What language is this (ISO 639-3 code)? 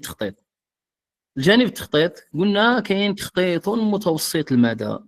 ary